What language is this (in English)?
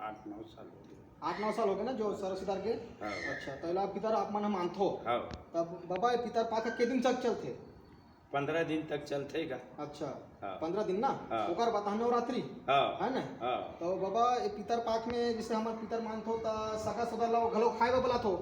Chhattisgarhi